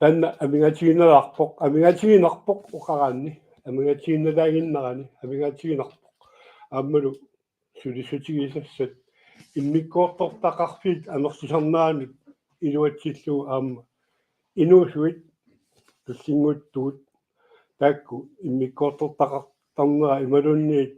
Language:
Kalaallisut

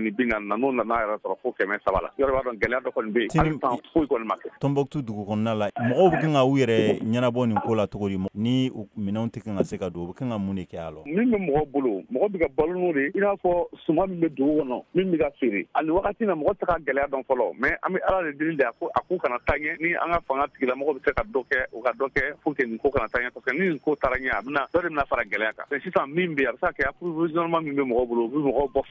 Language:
Bambara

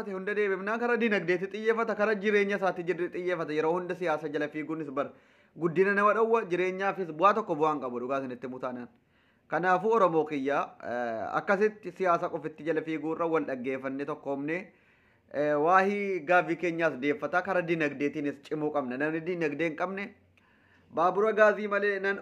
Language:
Oromo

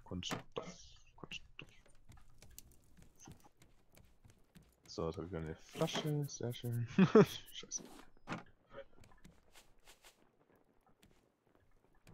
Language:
German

